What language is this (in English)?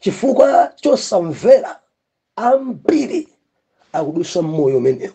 Nyanja